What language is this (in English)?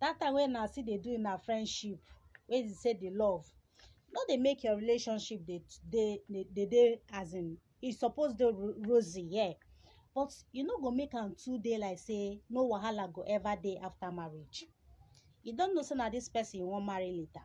Nigerian Pidgin